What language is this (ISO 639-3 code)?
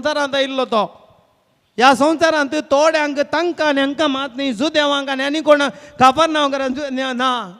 kok